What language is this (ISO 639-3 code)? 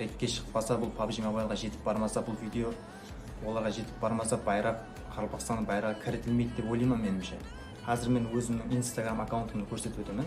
kaa